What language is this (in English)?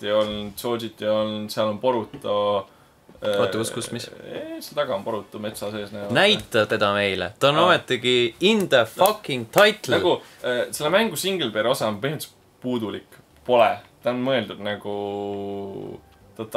Estonian